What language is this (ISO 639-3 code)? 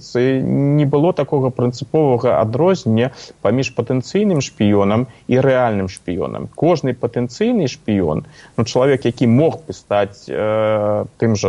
bel